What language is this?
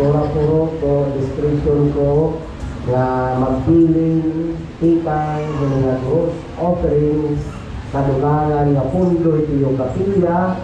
Waray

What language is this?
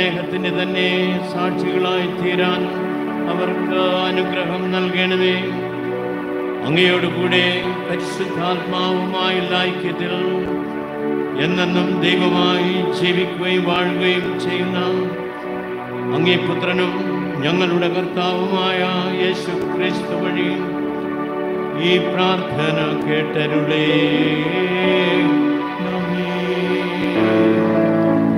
Malayalam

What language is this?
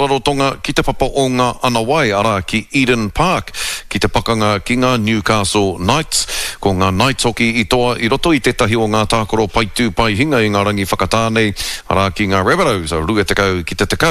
Māori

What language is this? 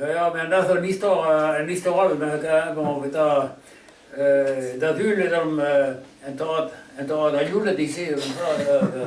Breton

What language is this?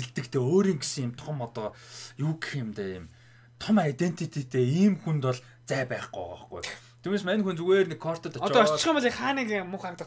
Mongolian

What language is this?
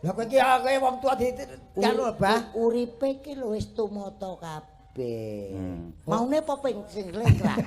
Javanese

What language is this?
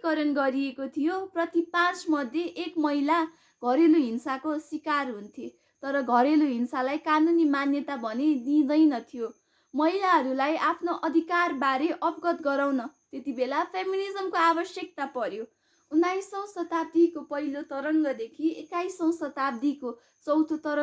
Nepali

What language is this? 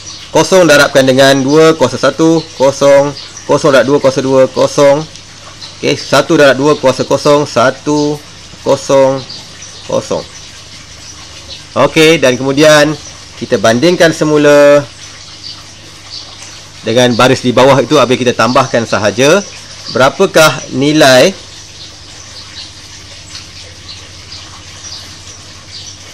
Malay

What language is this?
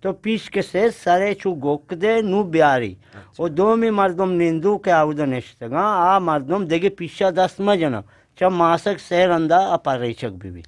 Eastern Balochi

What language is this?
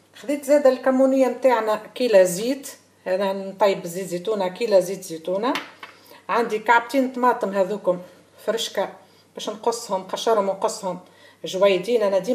Tunisian Arabic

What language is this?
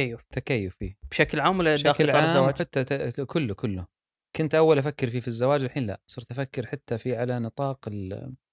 Gulf Arabic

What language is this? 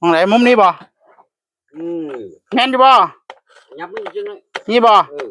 Northeastern Thai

